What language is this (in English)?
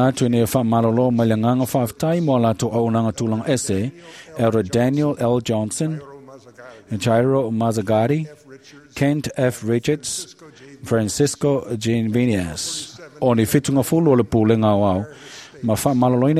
Samoan